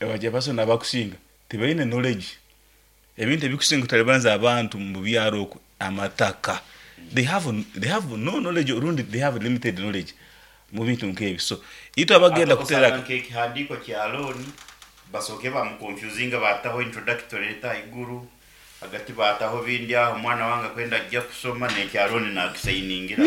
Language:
Nyankole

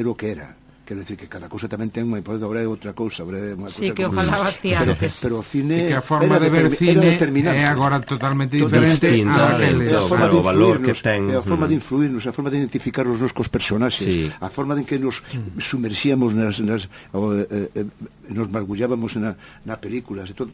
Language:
Galician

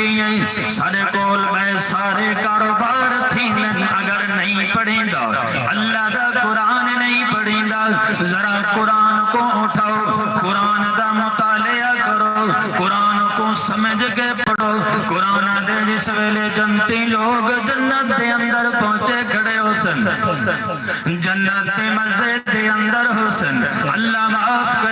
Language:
Saraiki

